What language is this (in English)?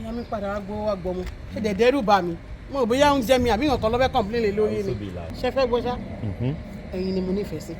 Yoruba